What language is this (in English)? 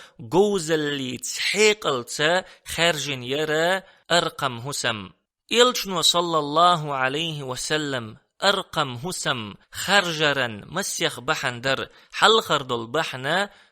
Chechen